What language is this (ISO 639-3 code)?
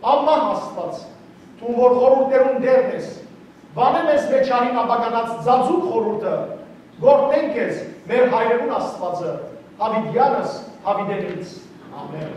hyw